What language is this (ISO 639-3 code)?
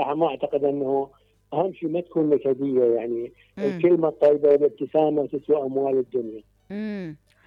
acm